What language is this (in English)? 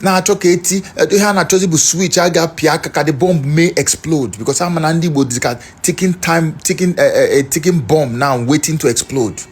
Igbo